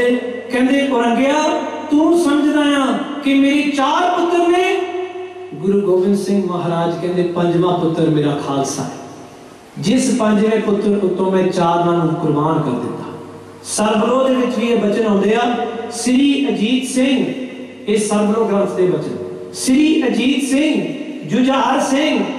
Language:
Punjabi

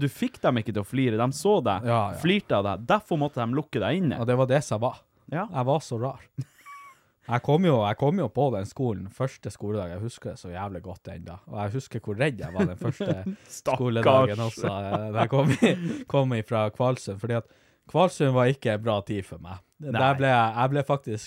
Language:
Norwegian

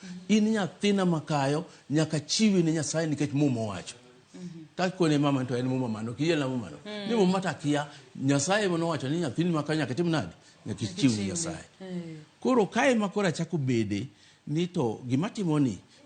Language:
Luo (Kenya and Tanzania)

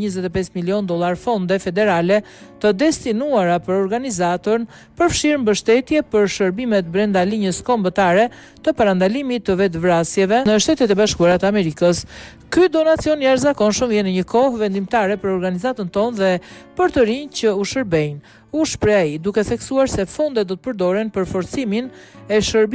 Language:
Albanian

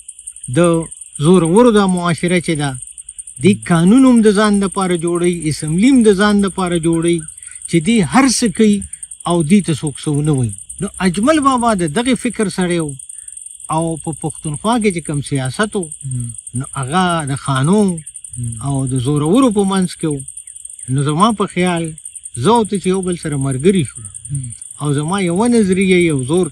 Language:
Pashto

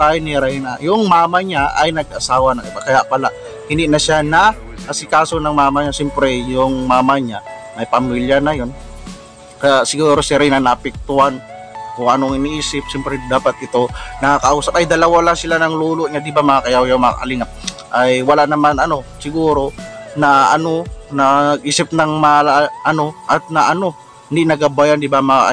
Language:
Filipino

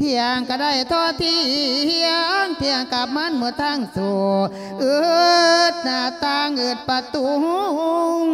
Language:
Lao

